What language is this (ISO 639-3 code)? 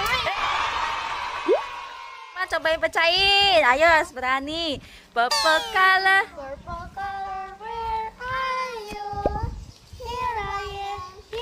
ind